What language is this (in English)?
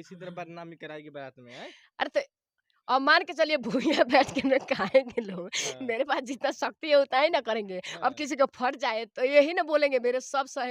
Bhojpuri